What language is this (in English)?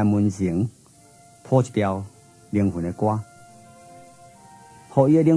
Min Nan Chinese